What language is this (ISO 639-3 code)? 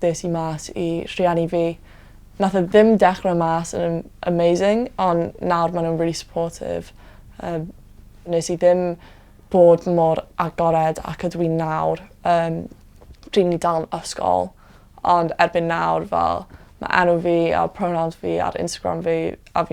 cym